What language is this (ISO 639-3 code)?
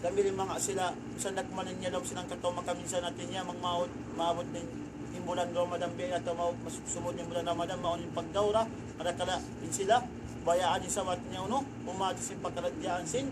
tsg